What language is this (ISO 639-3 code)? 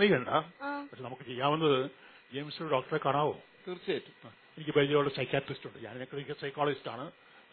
mal